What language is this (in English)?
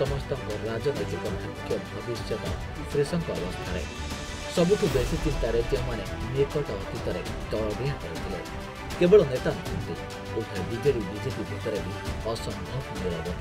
Odia